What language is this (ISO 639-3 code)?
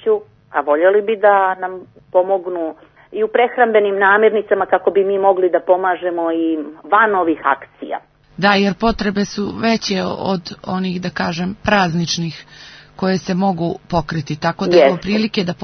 srp